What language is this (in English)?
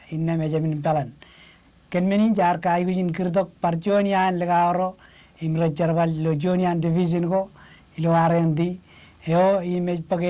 Marshallese